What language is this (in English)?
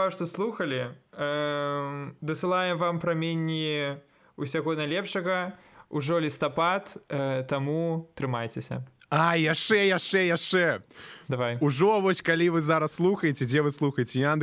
Belarusian